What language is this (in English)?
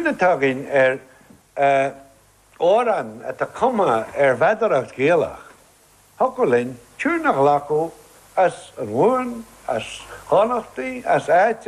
Irish